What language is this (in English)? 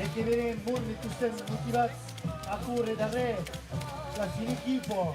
Occitan